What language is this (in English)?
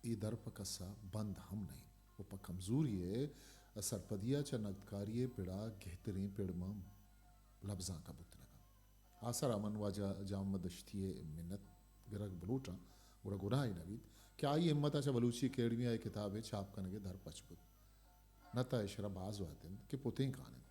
Eastern Balochi